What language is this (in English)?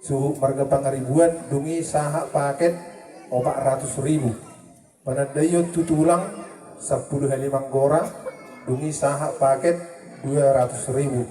Batak Toba